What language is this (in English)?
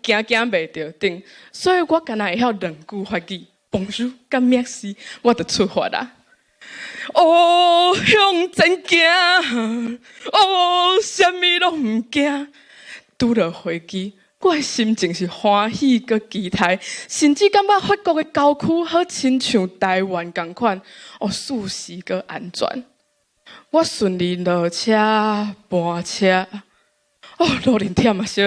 Min Nan Chinese